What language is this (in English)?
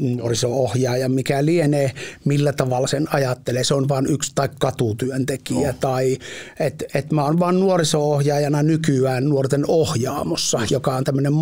Finnish